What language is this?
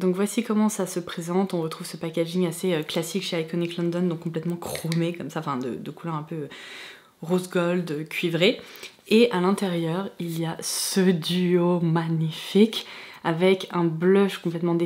French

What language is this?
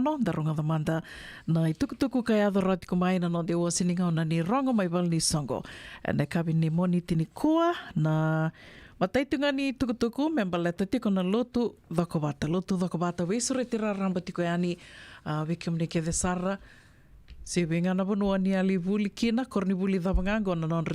Fijian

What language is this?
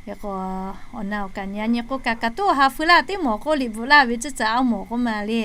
Lahu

